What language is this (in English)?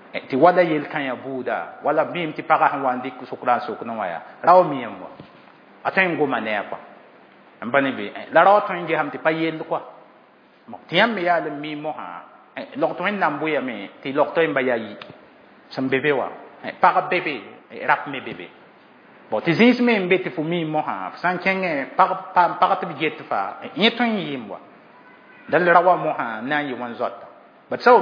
Mossi